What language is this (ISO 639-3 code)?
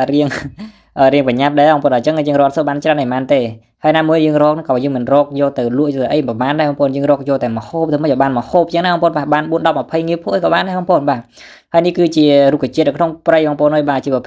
khm